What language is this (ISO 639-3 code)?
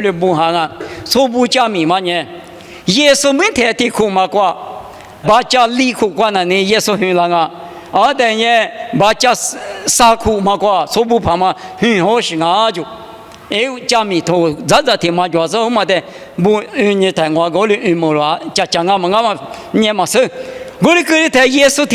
lis